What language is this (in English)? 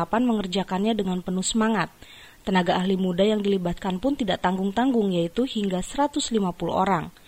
Indonesian